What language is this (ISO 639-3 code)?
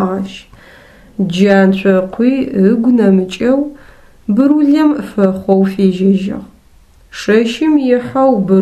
ady